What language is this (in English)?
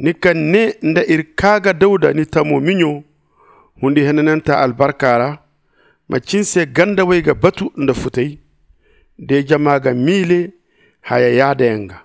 Zarma